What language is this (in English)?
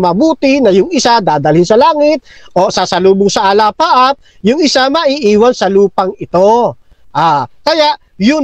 Filipino